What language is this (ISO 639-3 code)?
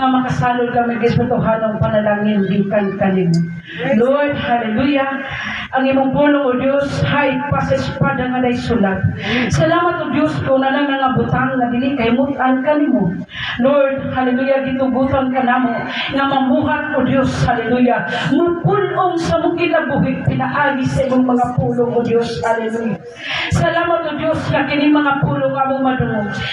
ceb